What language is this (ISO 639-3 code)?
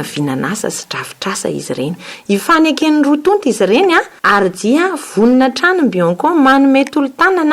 mlg